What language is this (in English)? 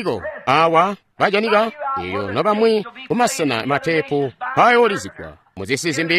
Tonga (Zambia)